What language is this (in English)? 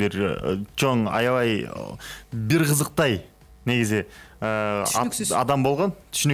Kyrgyz